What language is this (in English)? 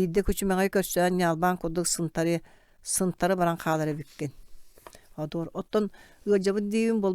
Yakut